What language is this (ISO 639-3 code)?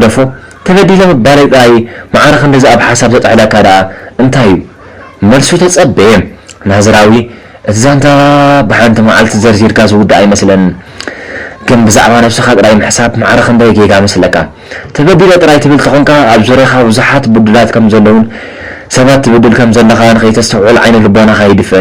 tir